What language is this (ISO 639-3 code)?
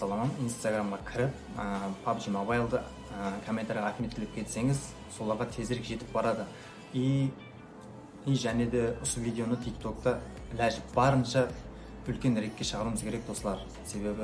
kaa